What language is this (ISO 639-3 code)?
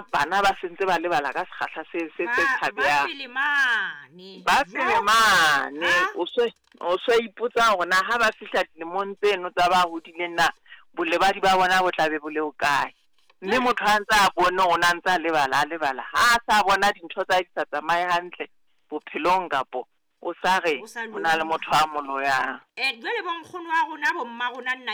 sot